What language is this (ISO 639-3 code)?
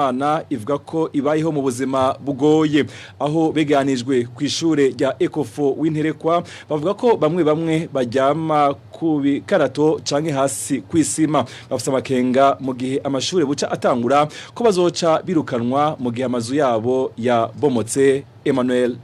run